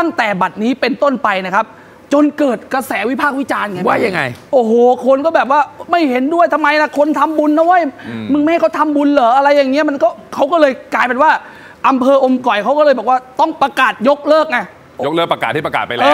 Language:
Thai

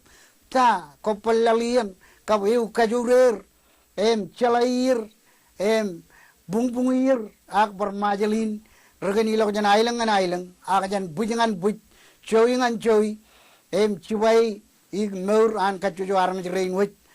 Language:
Marshallese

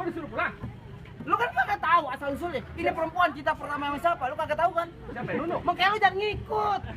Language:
Betawi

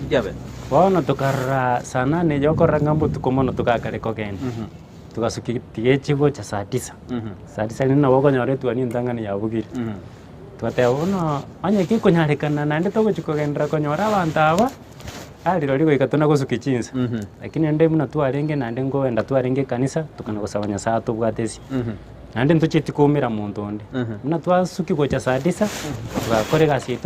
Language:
Gusii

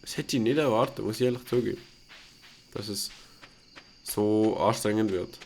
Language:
Swiss German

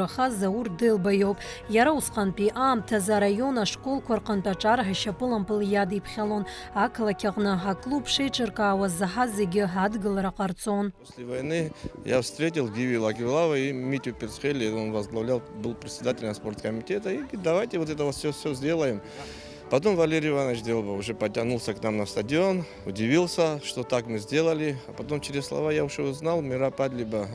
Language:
Abkhazian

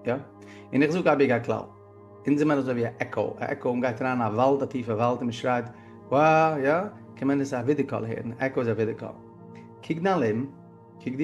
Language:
Yiddish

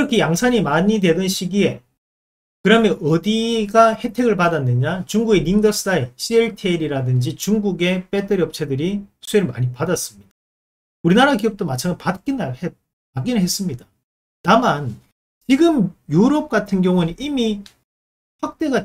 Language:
Korean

